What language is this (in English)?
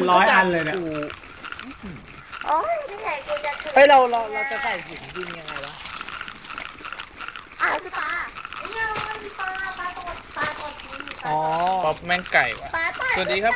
Thai